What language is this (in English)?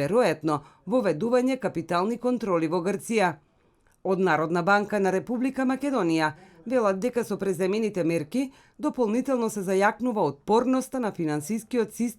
Macedonian